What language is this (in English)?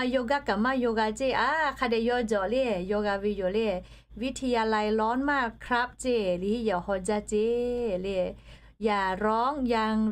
Lahu